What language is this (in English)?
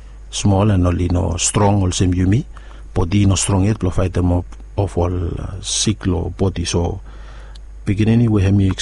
Bislama